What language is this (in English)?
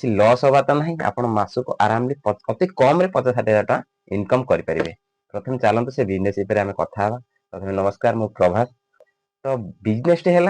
Odia